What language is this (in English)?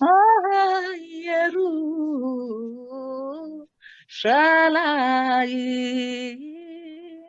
Ladino